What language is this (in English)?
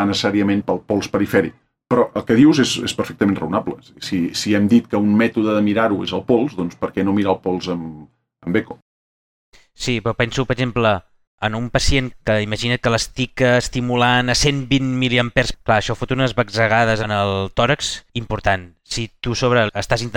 Catalan